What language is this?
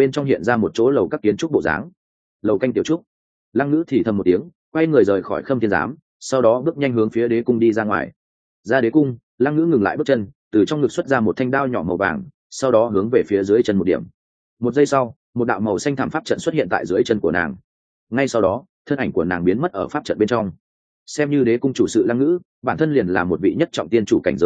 Vietnamese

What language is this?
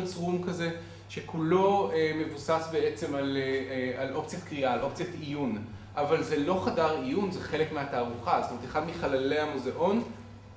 Hebrew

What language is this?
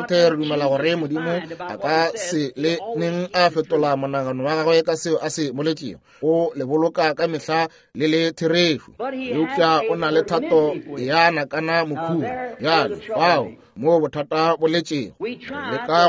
Northern Sotho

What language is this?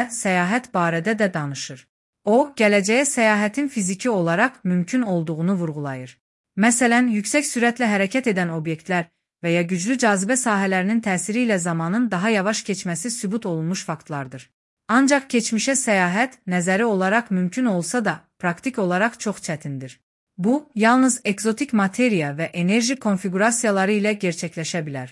Azerbaijani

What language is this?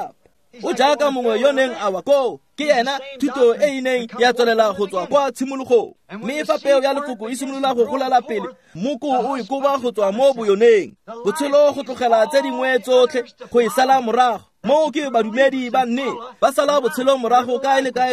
Tswana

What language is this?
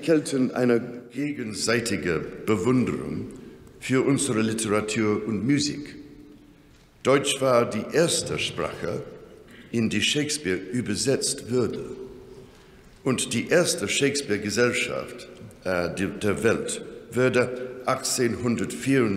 German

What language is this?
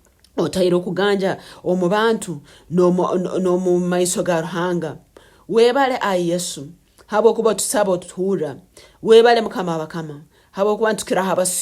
Nyoro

